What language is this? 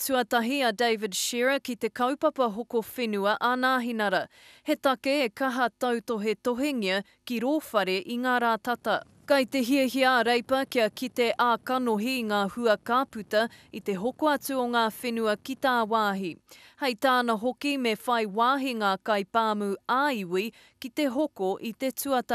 Māori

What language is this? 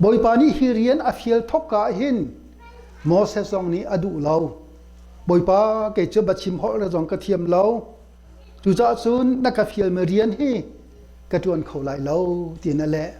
Hakha Chin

